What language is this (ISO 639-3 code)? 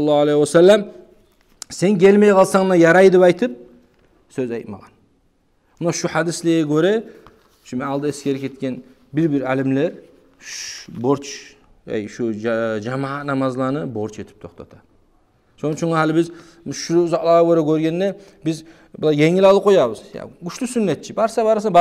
kum